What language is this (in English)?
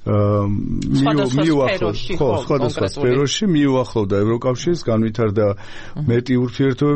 Georgian